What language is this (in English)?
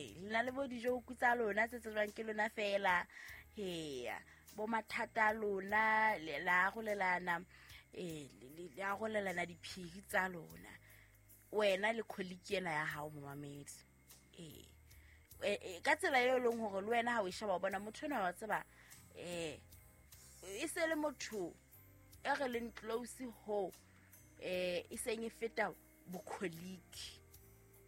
Southern Sotho